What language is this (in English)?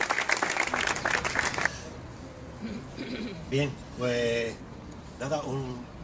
Spanish